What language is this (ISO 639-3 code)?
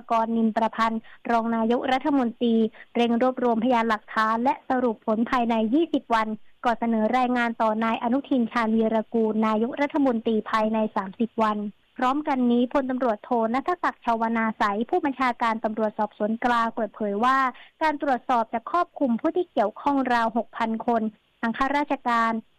tha